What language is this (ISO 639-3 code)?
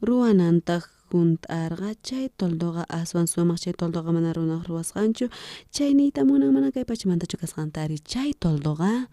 quh